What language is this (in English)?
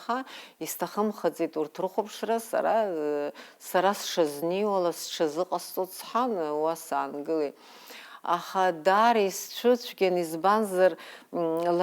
Abkhazian